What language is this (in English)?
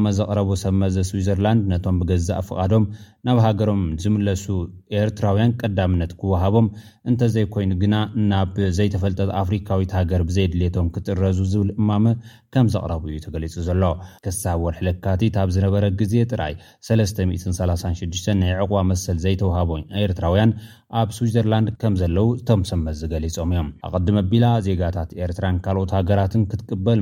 Tigrinya